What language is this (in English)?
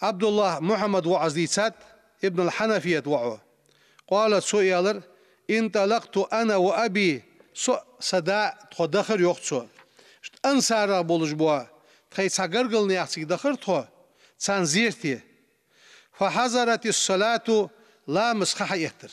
Ingush